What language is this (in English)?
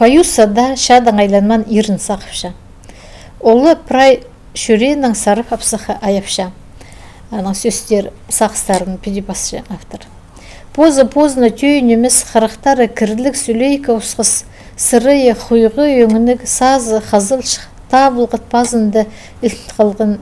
Khakas